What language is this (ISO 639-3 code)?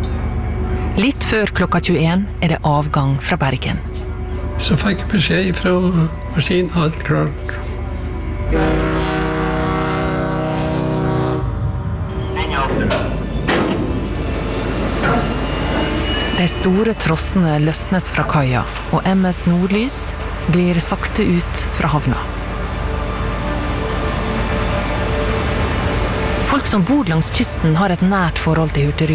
nor